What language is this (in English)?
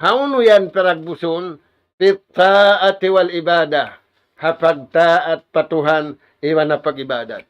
Tausug